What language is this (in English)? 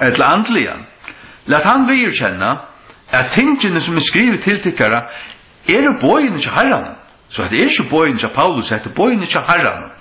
Faroese